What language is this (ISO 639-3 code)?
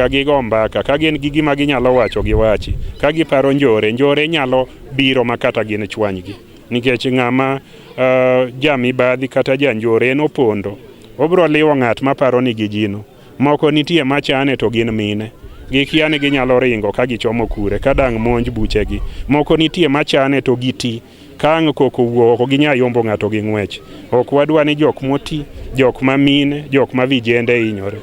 luo